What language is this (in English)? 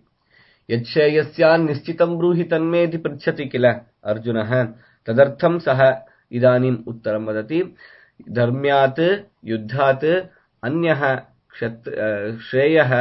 Sanskrit